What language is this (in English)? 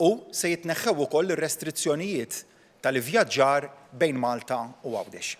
Maltese